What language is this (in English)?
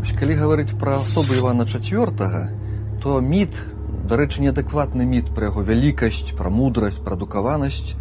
Belarusian